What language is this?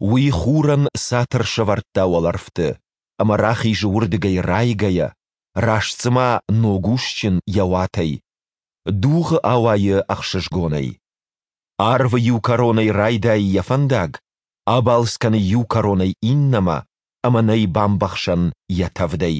Ossetic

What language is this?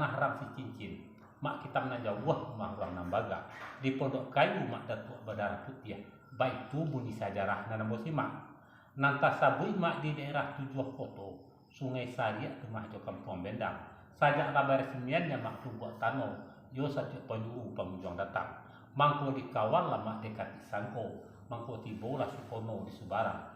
Minangkabau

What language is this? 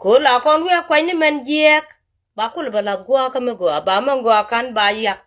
Nuer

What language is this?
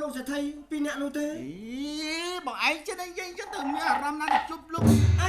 Khmer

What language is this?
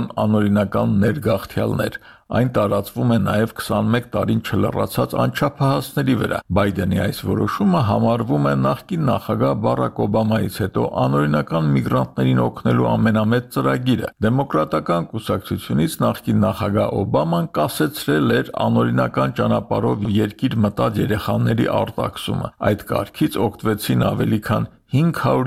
Armenian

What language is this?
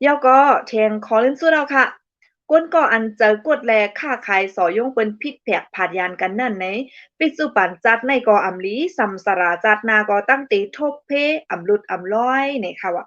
Shan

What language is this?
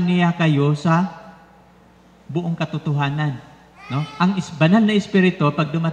Filipino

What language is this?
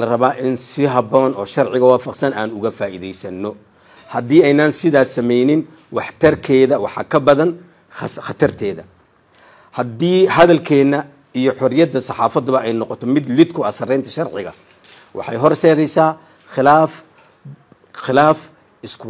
Somali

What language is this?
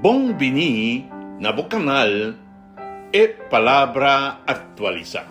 Papiamento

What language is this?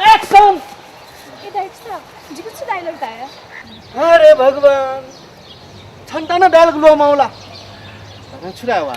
Newari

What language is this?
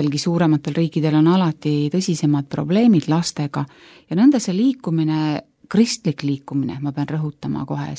Estonian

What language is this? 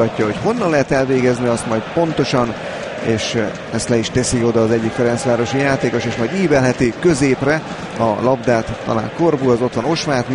Hungarian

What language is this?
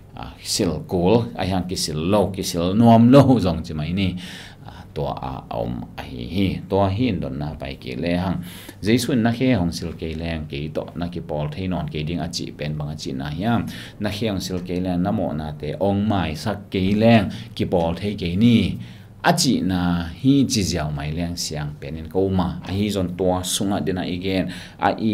Tedim Chin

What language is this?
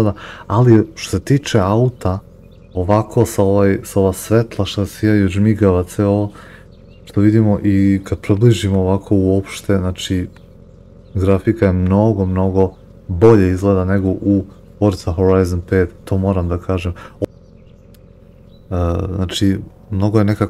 Serbian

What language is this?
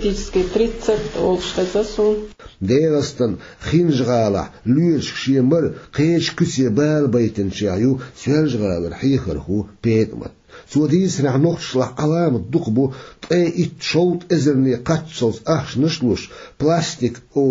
Chechen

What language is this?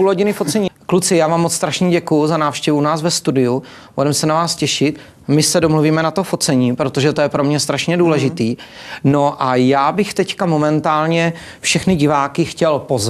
Czech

